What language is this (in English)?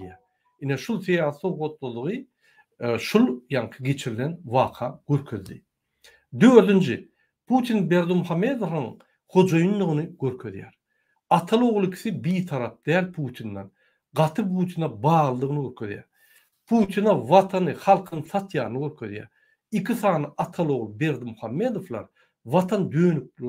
Turkmen